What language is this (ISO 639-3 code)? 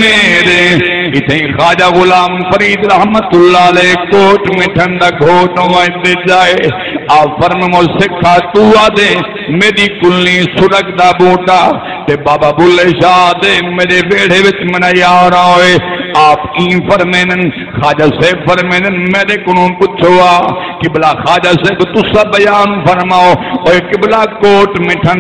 skr